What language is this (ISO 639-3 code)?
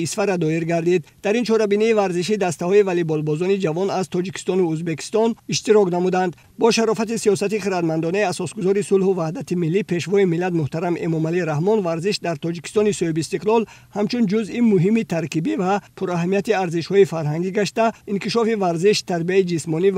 tgk